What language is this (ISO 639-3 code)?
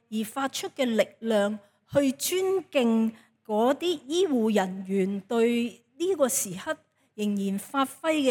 yue